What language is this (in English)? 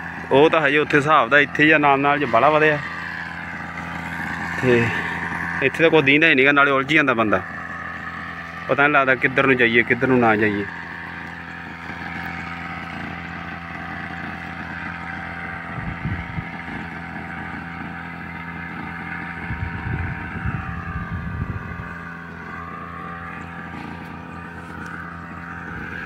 Punjabi